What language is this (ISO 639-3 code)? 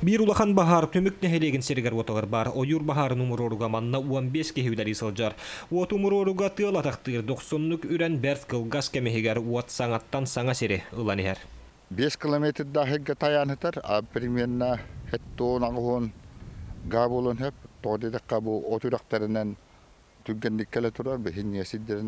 sah